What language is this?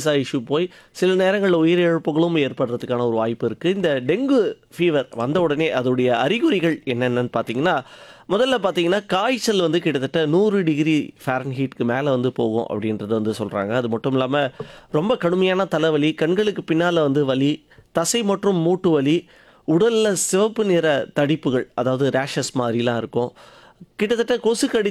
Tamil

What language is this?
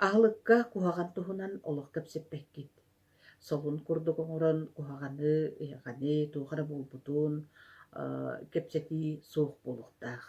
Yakut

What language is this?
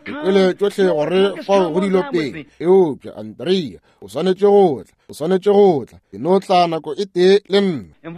Northern Sotho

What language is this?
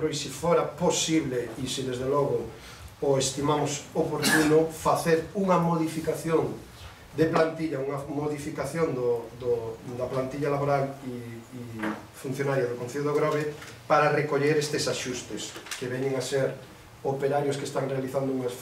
Galician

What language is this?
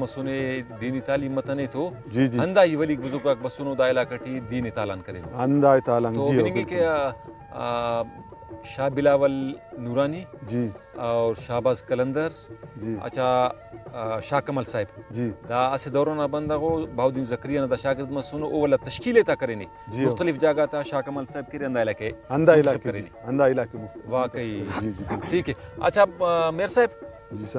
Brahui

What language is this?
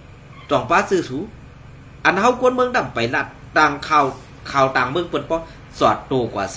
Shan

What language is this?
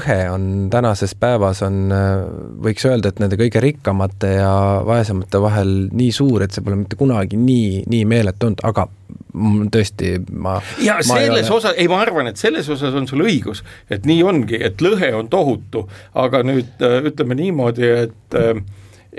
Estonian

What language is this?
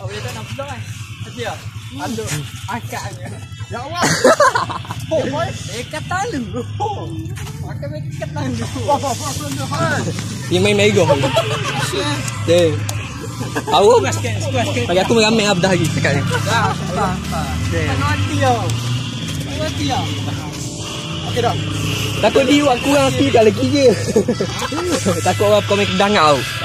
Malay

